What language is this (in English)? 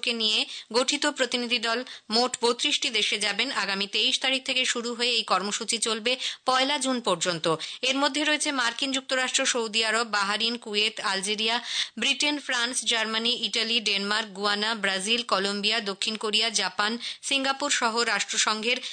Bangla